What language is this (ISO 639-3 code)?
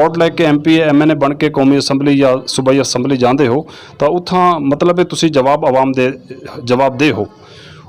skr